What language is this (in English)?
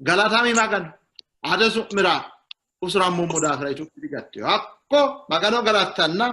Sidamo